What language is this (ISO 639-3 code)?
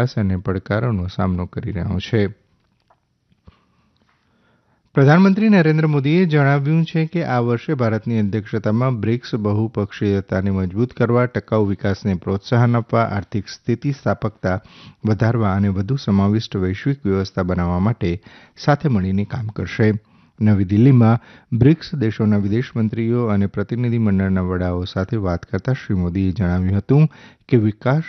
guj